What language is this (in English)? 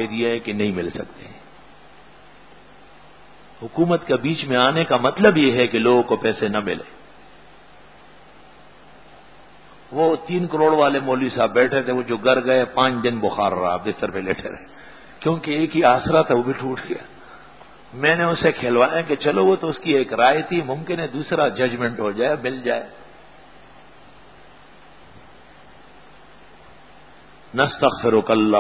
Urdu